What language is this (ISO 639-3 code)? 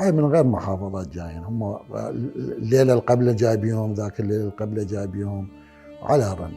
acm